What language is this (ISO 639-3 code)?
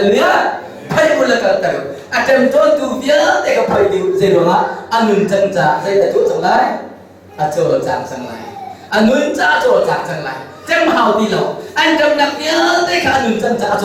cnh